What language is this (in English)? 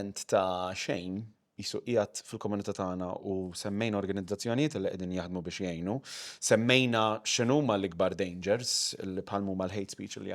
Maltese